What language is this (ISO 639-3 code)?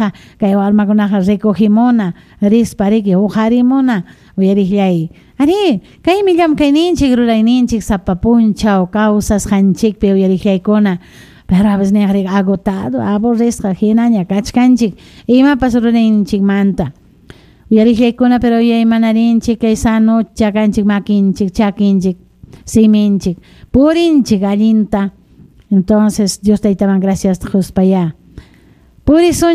quy